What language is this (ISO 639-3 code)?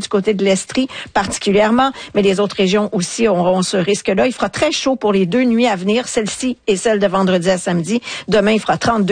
fra